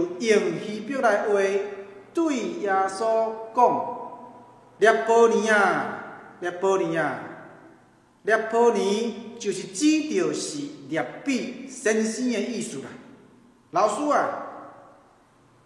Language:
Min Nan Chinese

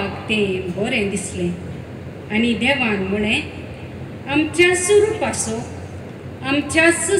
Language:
Konkani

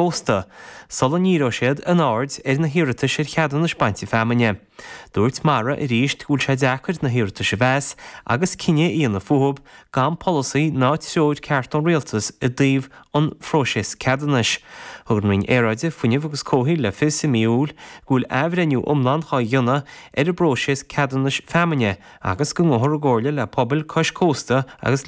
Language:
Irish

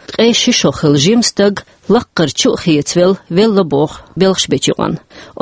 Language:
Chechen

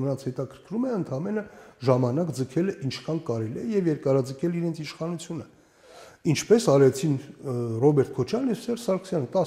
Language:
Armenian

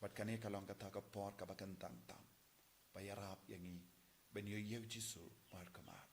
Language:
Khasi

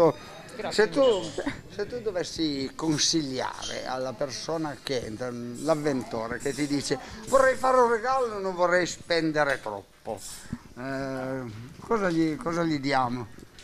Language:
Italian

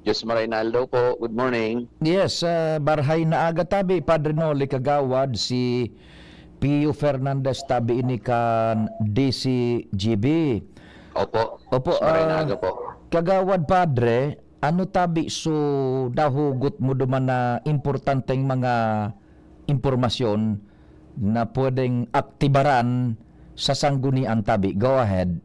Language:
Bikol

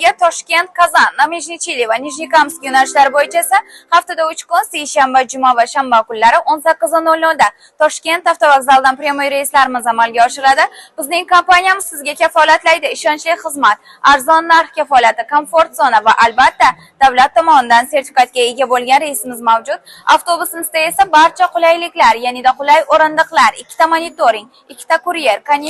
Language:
Uzbek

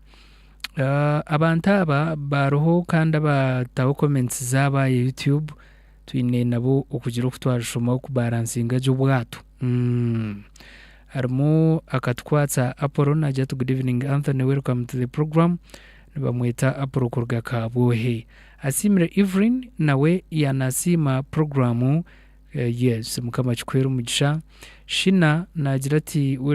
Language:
Nyankole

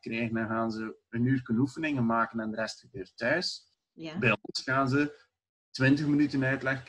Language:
Dutch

